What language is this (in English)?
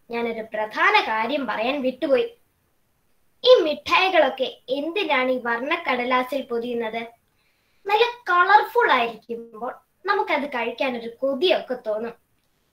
Malayalam